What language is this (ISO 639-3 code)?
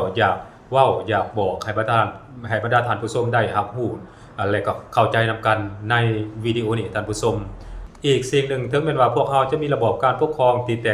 lao